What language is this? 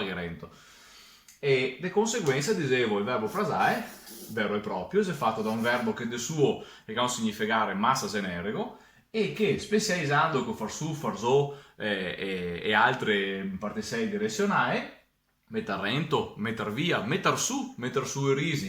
Venetian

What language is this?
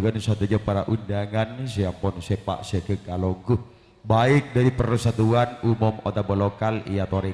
Madurese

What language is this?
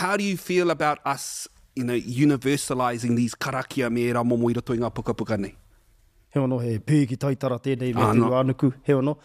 Māori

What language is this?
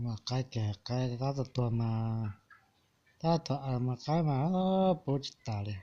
Hmong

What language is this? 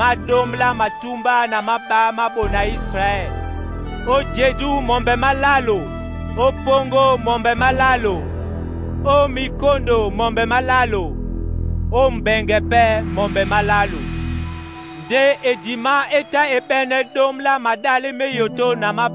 Duala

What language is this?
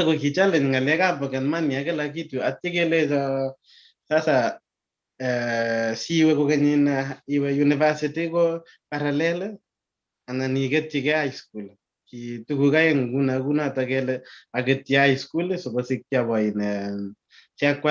Kalenjin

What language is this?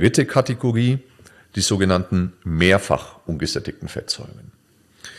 German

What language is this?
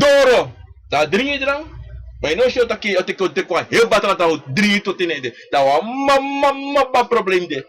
Sranan Tongo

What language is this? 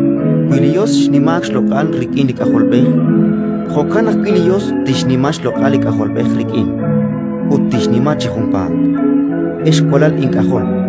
Kekchí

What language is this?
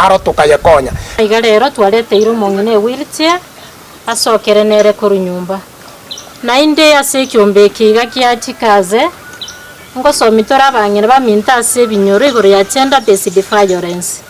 Gusii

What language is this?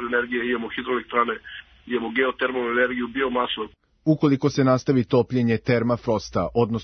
Serbian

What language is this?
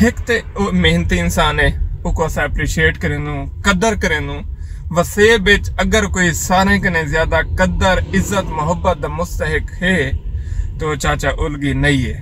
Saraiki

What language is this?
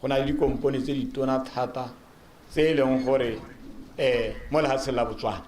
Tswana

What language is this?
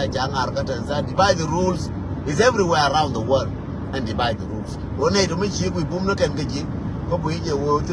Nuer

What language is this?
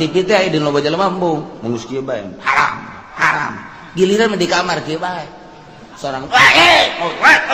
Sundanese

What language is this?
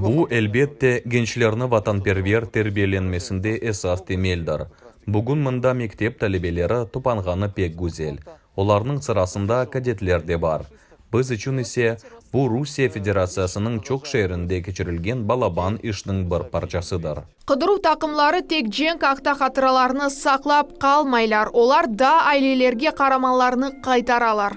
Crimean Tatar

